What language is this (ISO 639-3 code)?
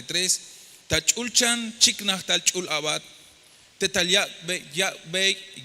tzh